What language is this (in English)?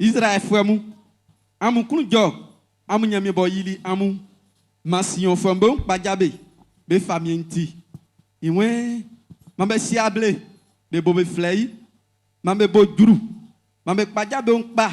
Baoulé